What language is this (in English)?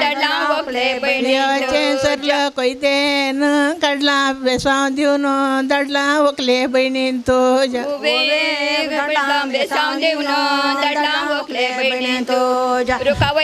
Marathi